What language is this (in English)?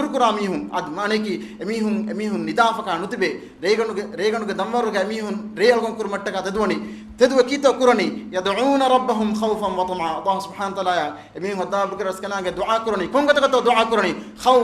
Divehi